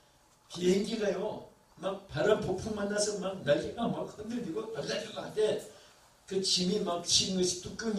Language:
Korean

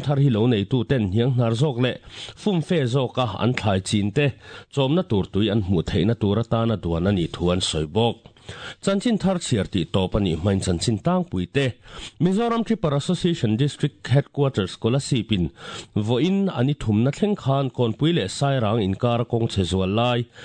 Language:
Mizo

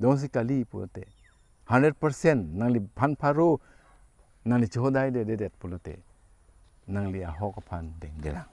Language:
Karbi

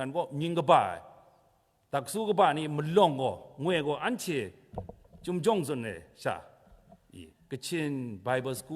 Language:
Kachin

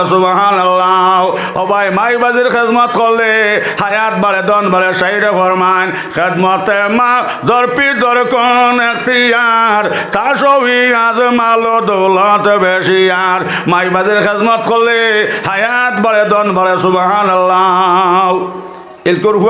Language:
Sylheti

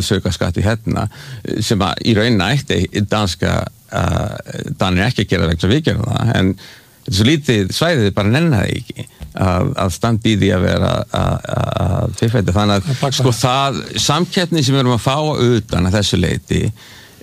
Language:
Icelandic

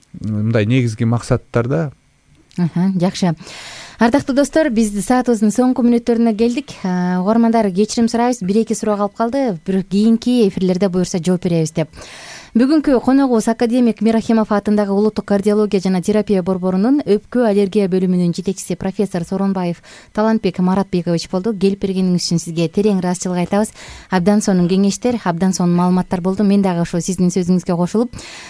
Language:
Kyrgyz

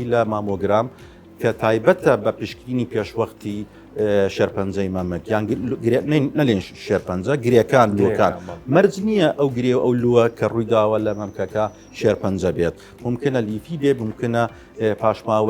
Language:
Central Kurdish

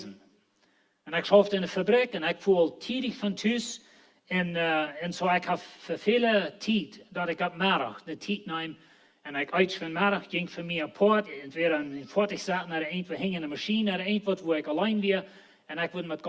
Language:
Plautdietsch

